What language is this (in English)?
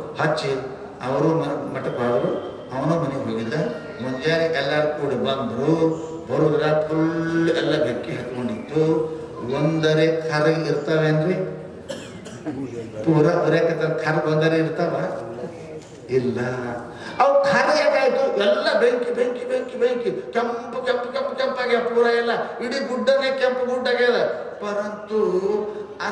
Kannada